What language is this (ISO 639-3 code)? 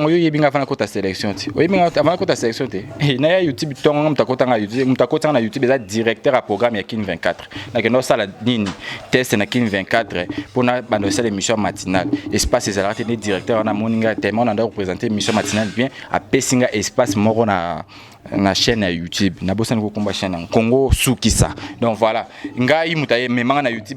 lin